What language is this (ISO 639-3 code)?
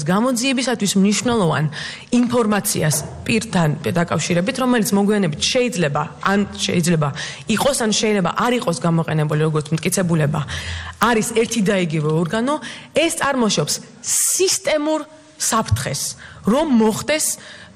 kat